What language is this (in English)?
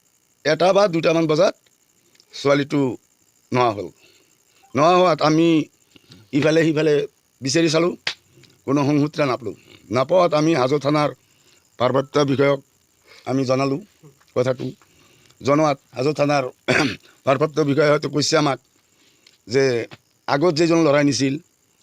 Assamese